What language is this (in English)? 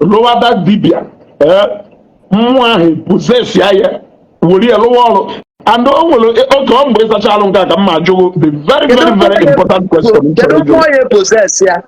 Igbo